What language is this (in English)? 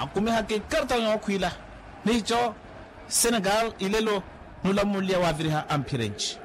Makhuwa